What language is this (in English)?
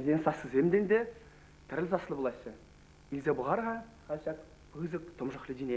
Chuvash